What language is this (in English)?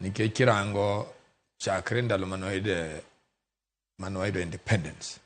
Luo (Kenya and Tanzania)